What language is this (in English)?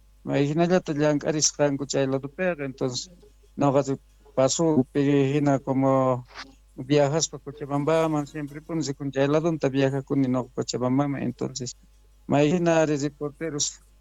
South Bolivian Quechua